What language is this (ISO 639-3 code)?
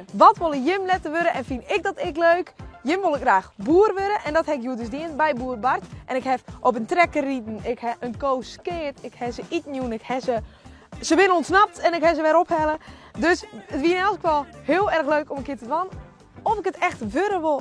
fry